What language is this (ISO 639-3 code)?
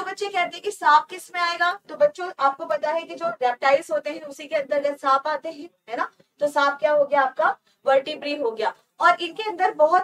hin